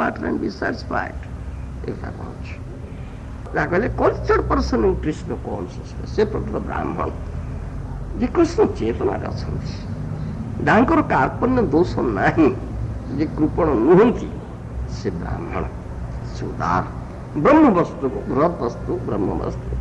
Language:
Odia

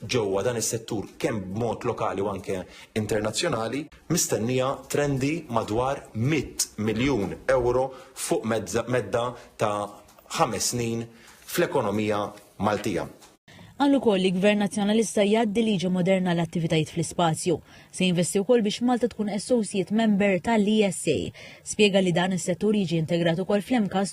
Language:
Maltese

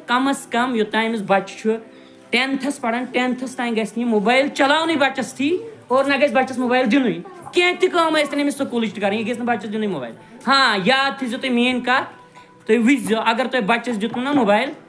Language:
Kashmiri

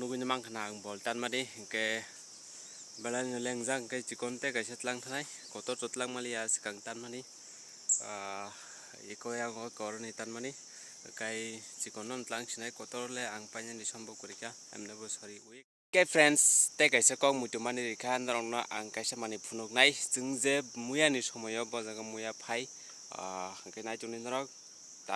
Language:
Kok Borok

